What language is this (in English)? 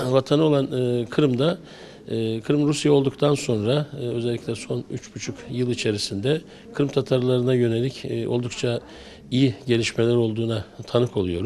Crimean Tatar